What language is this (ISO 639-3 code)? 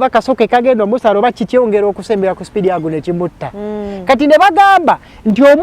lug